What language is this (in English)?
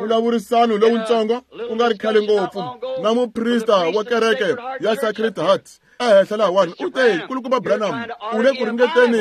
Tsonga